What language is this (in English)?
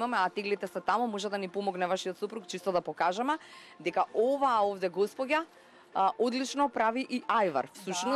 Macedonian